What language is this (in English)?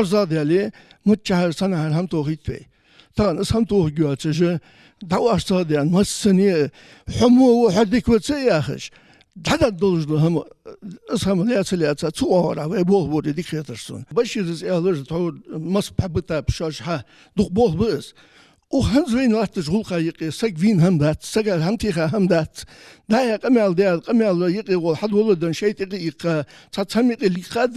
Ingush